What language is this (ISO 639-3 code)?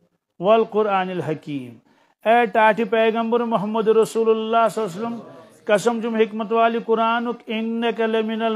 kas